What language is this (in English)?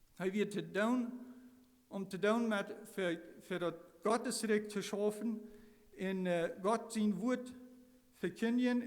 Plautdietsch